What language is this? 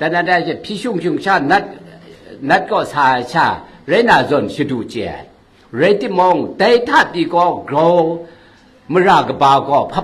Kachin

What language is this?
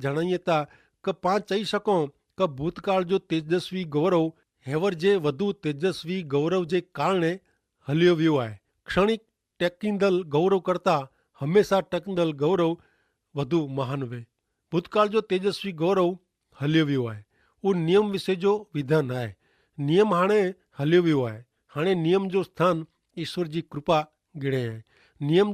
Kachhi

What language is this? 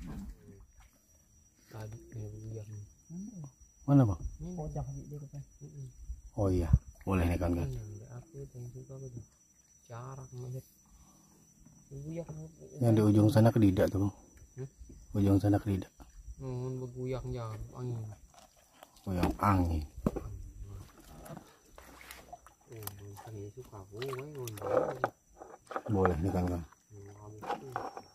Indonesian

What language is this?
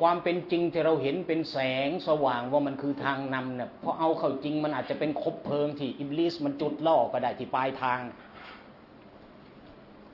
Thai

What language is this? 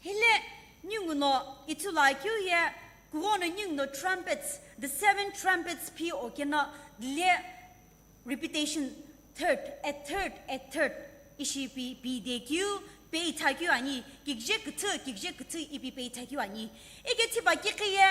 Sumi Naga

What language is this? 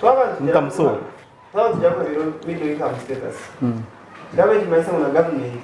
Nyankole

